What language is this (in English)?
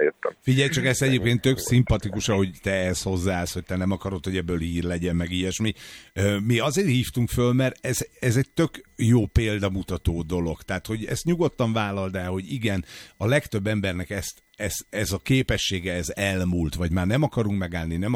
Hungarian